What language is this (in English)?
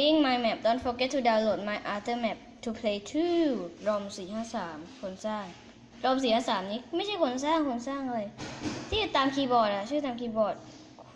Thai